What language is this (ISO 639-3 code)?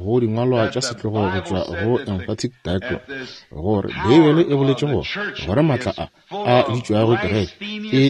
nso